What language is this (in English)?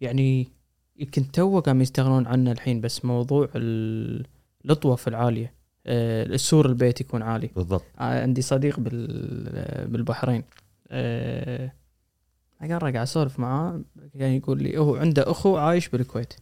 Gulf Arabic